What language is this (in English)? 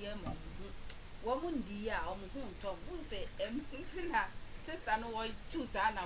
Akan